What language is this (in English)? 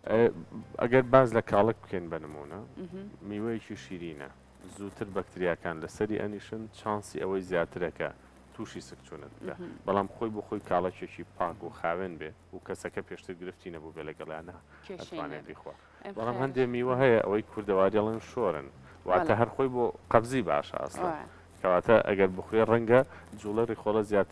Central Kurdish